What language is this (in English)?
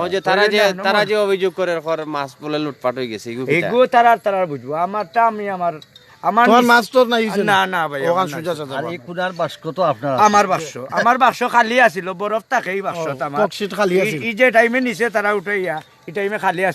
Sylheti